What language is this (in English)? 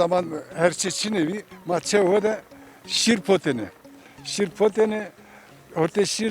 Zaza